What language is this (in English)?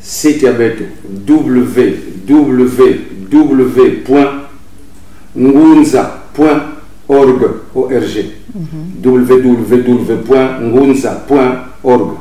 Kituba (Congo)